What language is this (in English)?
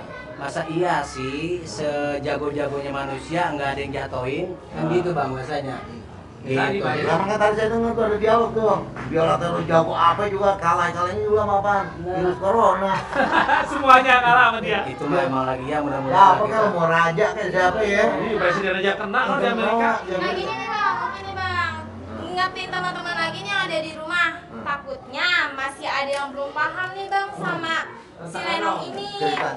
Betawi